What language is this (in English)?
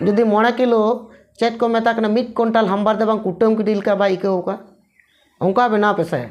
Santali